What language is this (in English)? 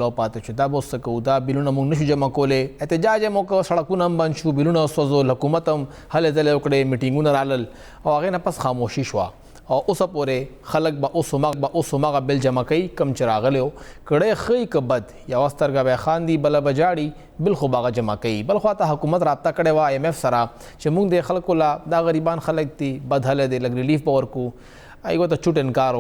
Pashto